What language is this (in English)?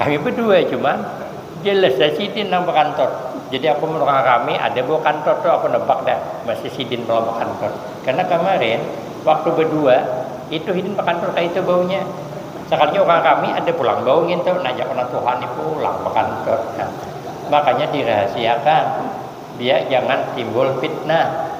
Banjar